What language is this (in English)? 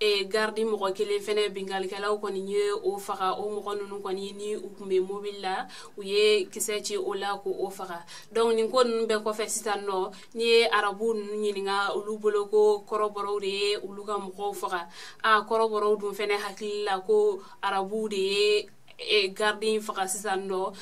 Bambara